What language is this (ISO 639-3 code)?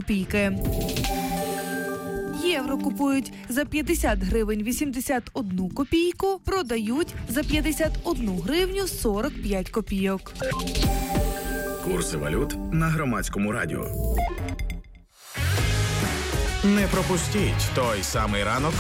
ukr